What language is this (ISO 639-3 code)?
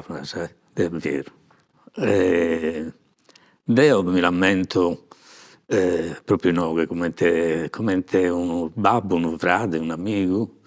srd